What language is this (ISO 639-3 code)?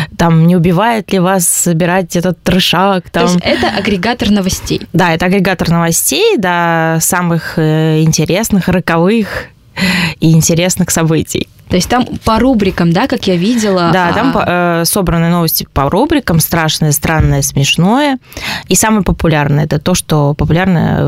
rus